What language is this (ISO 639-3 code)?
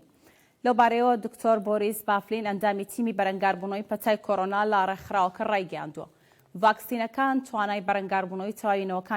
ckb